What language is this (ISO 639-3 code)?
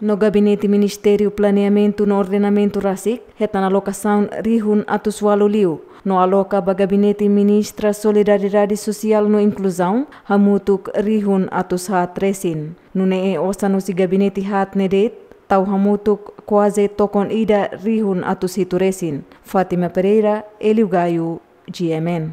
tet